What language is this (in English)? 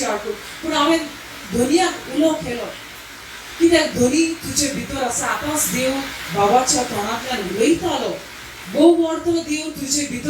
Konkani